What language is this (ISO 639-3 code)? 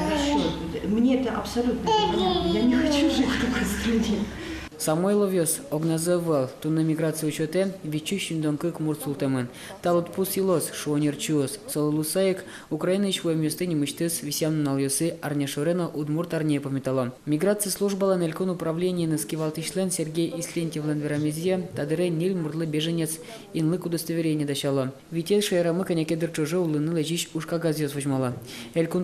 udm